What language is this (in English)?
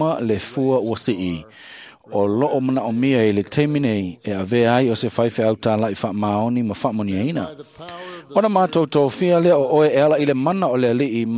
Samoan